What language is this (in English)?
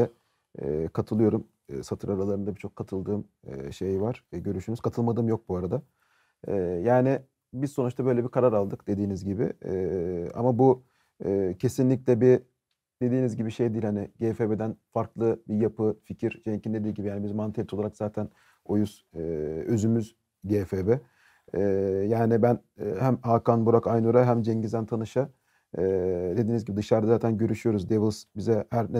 Turkish